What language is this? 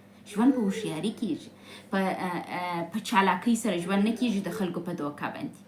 Pashto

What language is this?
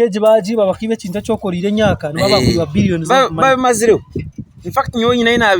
Nyankole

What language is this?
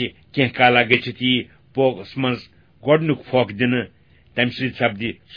Kashmiri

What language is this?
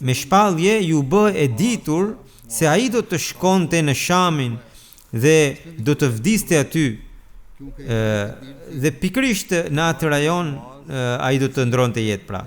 Albanian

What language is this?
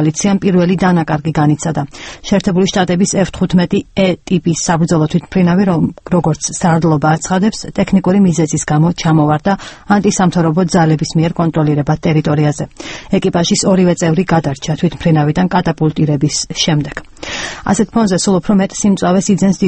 Georgian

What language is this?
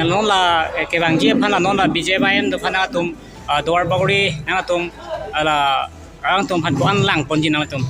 Karbi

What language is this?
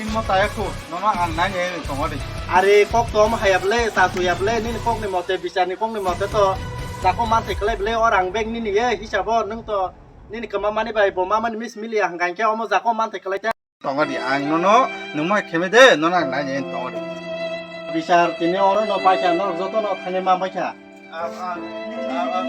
Kok Borok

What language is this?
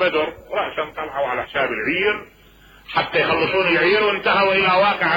Mesopotamian Arabic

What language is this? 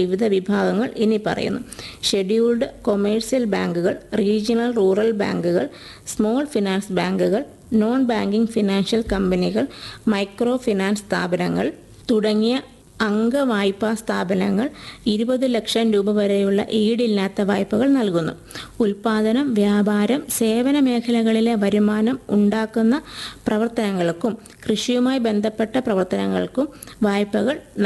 Malayalam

